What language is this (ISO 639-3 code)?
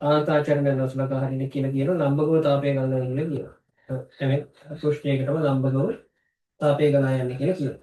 sin